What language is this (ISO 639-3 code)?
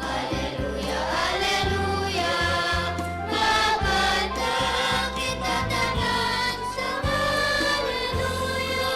hil